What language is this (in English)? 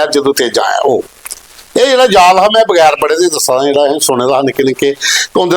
Dogri